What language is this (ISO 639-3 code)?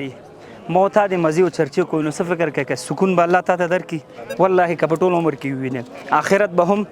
pus